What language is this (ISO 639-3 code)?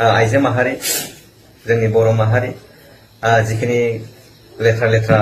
brx